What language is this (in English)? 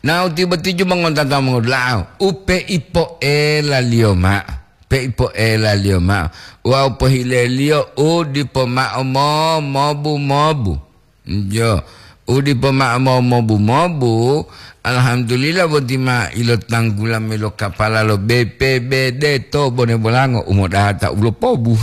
Gorontalo